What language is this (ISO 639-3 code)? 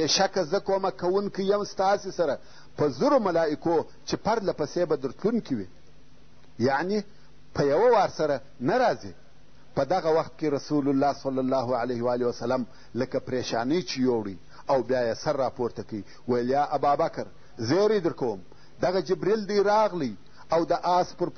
pus